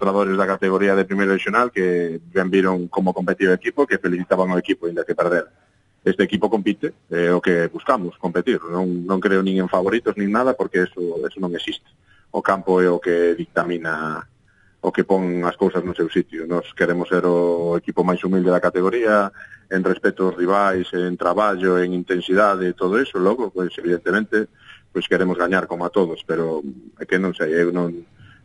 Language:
Galician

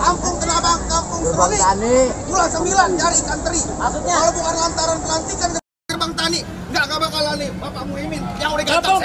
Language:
Betawi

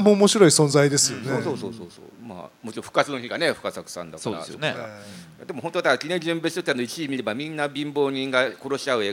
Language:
Japanese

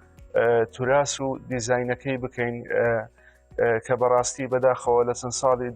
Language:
Central Kurdish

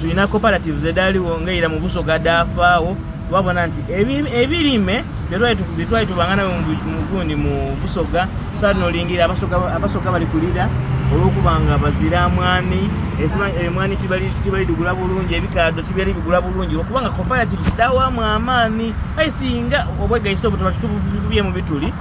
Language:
Soga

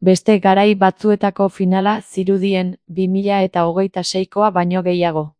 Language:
Basque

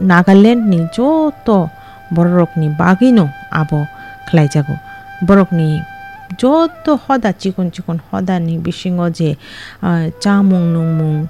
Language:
Kok Borok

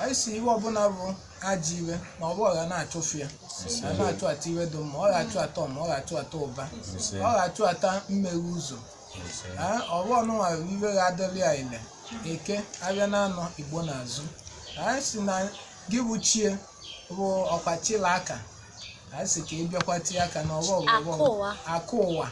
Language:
Igbo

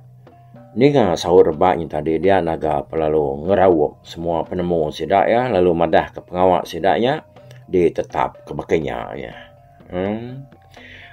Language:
Iban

